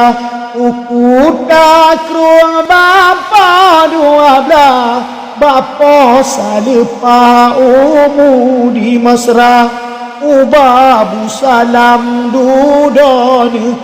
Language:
Achinese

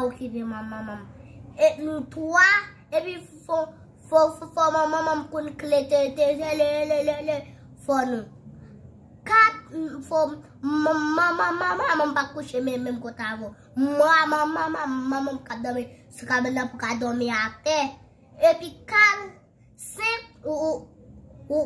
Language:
Haitian Creole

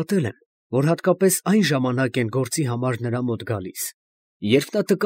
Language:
Armenian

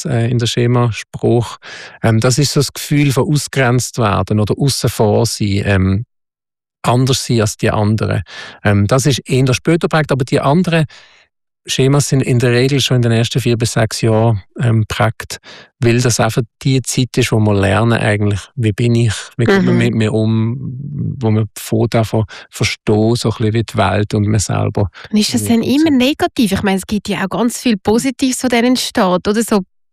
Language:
German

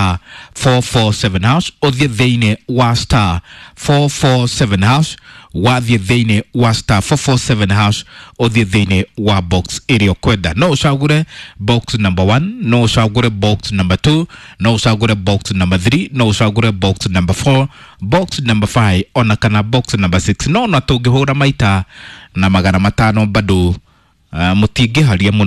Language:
Kikuyu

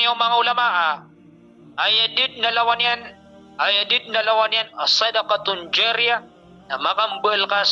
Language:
Maranao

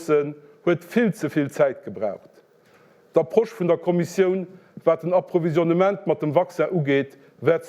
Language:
Luxembourgish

